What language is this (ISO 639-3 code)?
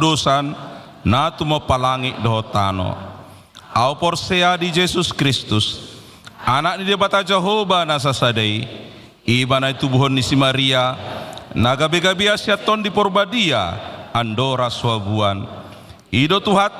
bbc